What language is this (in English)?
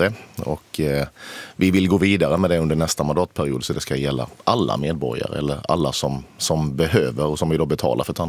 Swedish